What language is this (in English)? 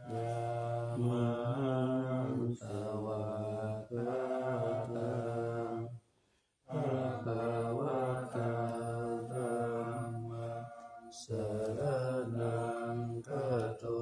Pali